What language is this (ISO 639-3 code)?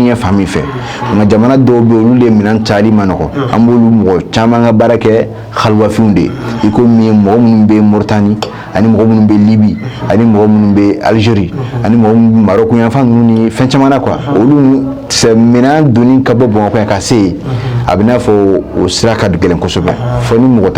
bam